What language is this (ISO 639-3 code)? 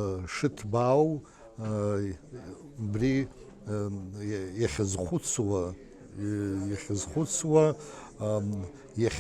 abk